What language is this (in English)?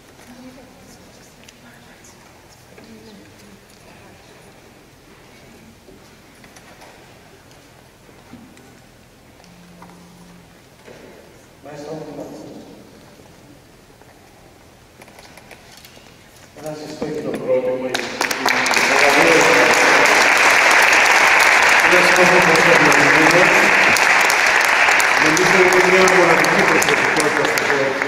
Greek